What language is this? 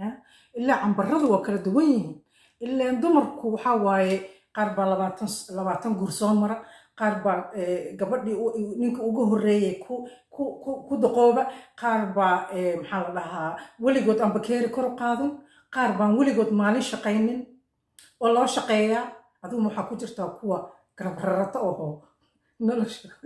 Somali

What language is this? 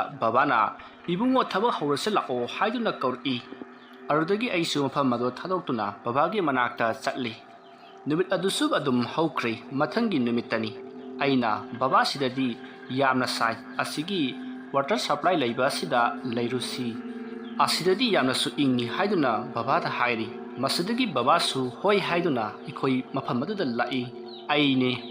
Manipuri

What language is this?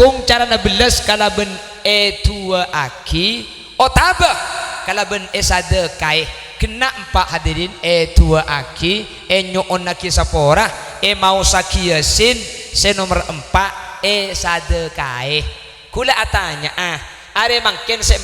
Madurese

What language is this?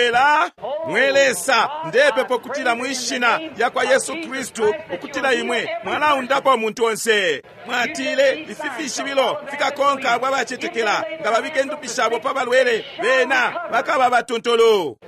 Bemba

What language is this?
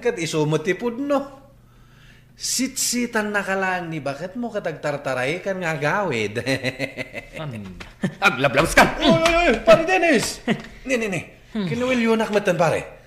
Iloko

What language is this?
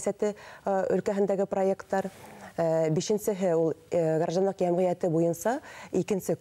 Bashkir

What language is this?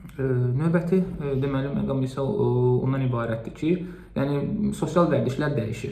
Azerbaijani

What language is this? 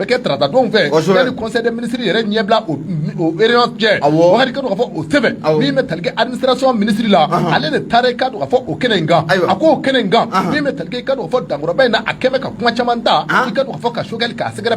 Bambara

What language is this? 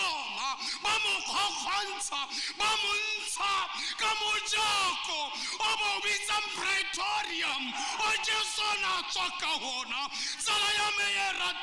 Tswana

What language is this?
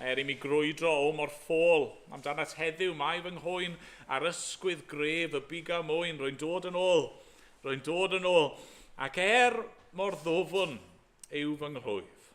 Welsh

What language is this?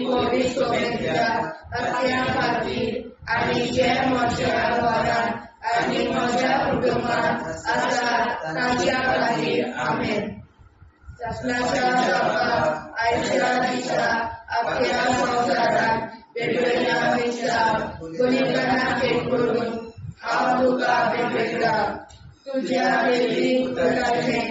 Konkani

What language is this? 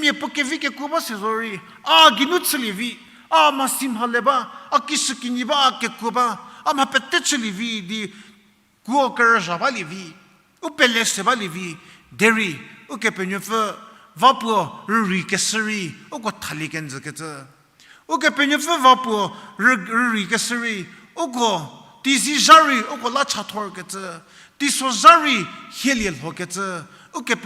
Angami Naga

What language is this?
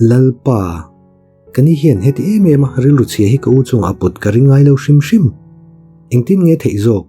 Mizo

